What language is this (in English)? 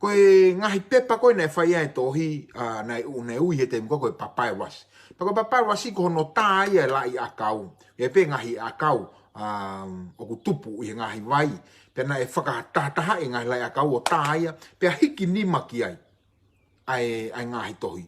Tongan